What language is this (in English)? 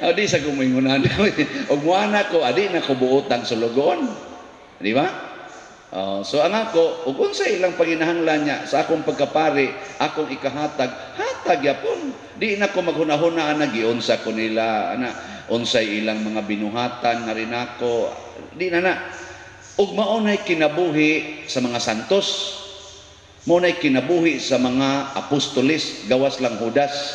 Cebuano